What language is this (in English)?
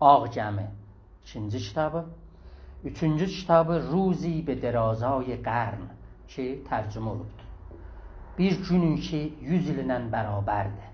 South Azerbaijani